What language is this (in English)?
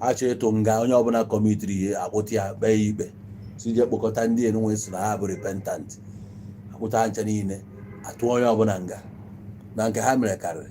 Igbo